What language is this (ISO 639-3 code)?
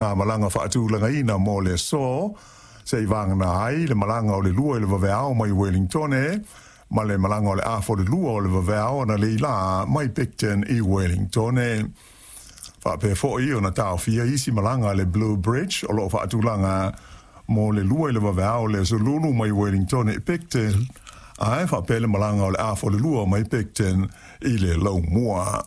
smo